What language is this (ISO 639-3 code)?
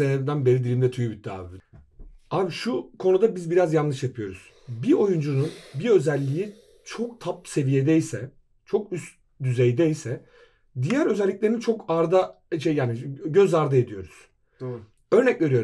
tur